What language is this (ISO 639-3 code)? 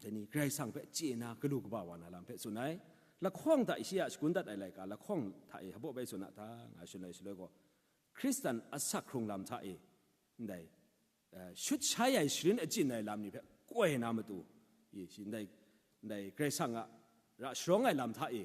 kac